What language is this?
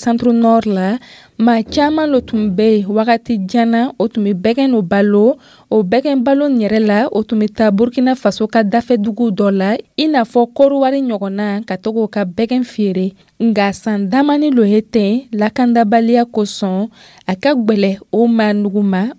Dyula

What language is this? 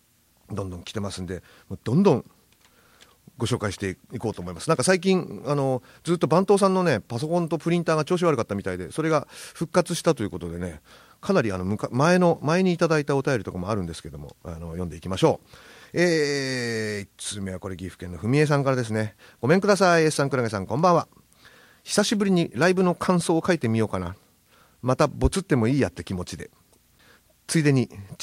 Japanese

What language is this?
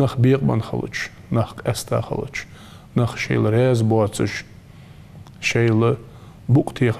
Ingush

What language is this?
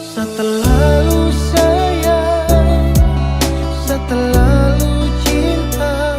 Ambonese Malay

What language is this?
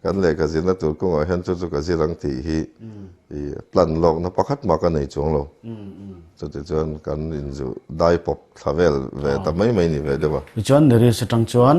Mizo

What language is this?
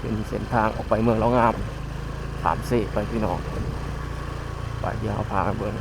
Lao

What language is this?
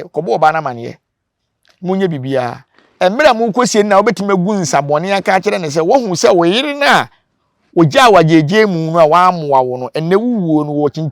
Akan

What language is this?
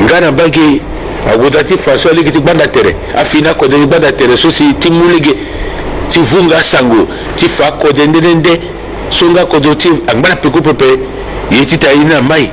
Sango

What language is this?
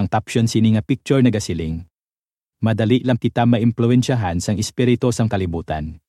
Hiligaynon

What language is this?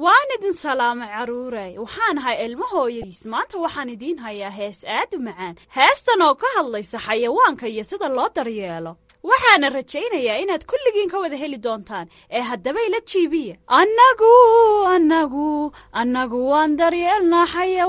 Somali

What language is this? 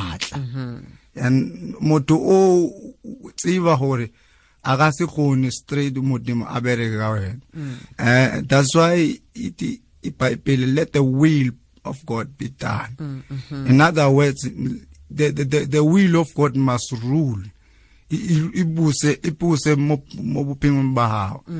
Tswana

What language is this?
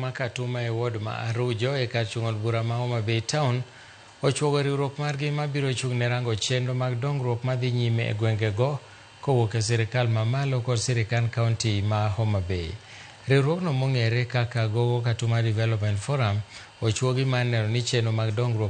Luo (Kenya and Tanzania)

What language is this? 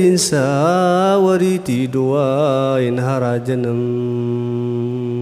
Algerian Arabic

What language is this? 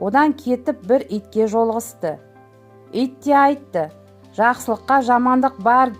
Kazakh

